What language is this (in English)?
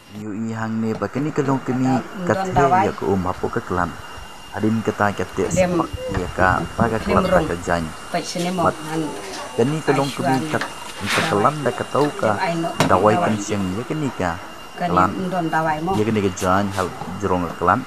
Khasi